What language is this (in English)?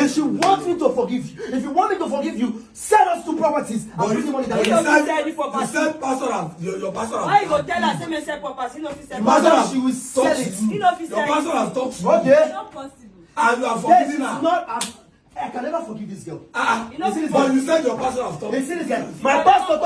Nigerian Pidgin